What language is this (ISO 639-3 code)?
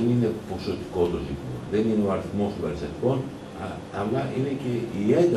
ell